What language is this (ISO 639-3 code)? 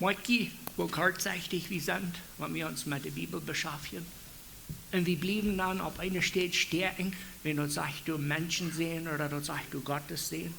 pdt